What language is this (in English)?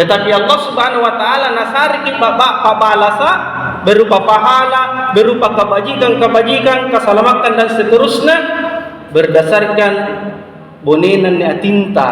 Makasar